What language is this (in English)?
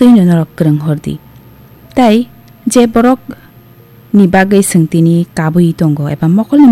Kok Borok